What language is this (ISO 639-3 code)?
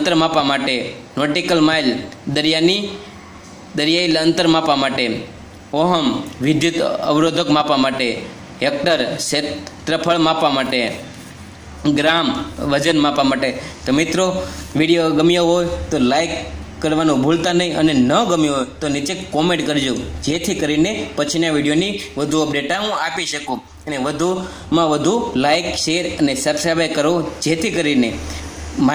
guj